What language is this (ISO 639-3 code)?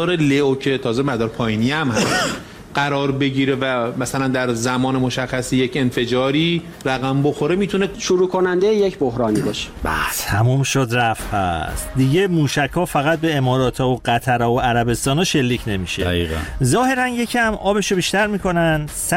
fas